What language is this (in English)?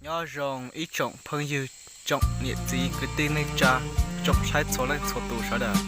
Hmong